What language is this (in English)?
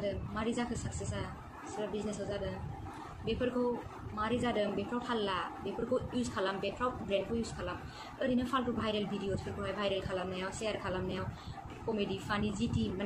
Bodo